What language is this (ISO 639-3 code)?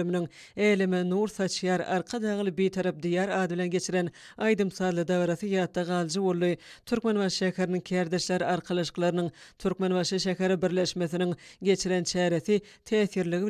tuk